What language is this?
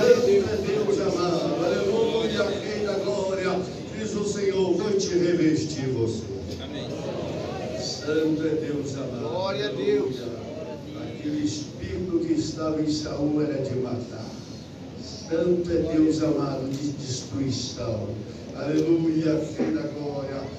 Portuguese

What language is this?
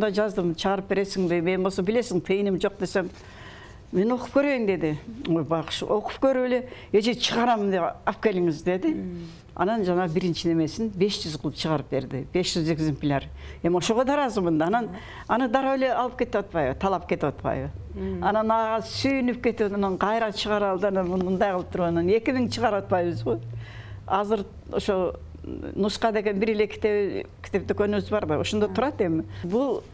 Kyrgyz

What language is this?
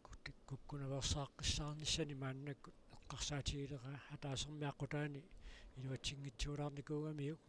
Kalaallisut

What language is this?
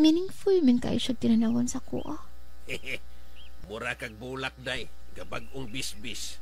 Cebuano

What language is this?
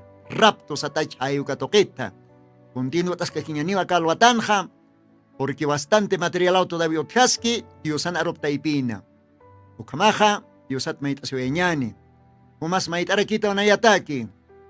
Aymara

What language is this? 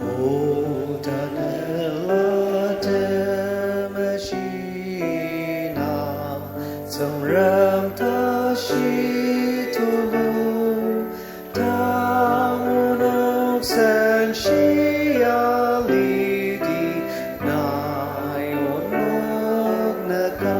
Ao Naga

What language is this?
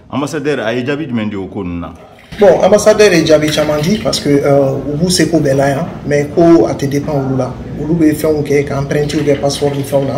Bambara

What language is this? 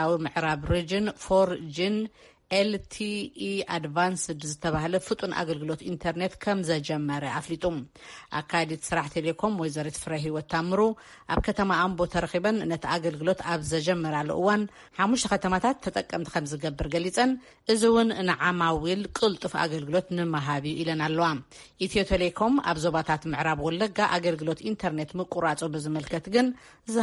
Tigrinya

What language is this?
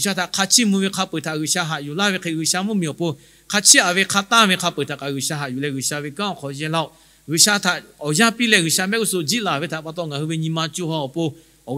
Lahu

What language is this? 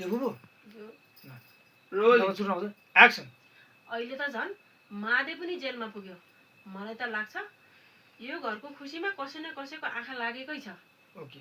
Nepali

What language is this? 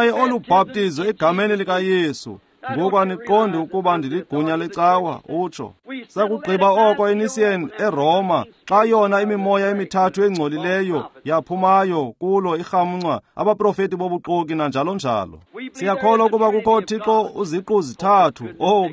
Xhosa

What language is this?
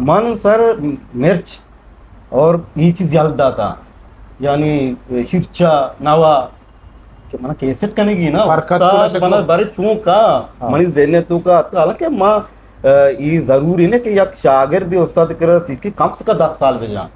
Eastern Balochi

